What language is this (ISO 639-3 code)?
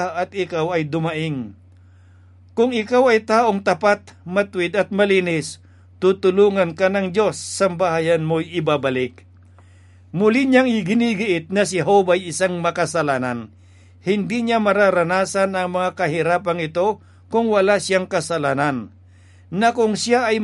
fil